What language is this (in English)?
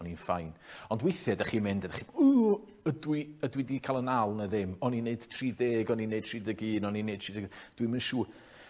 Welsh